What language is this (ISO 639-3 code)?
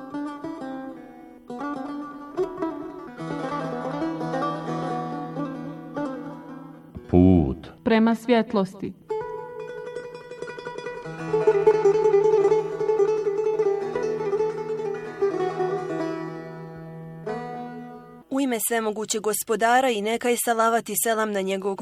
bos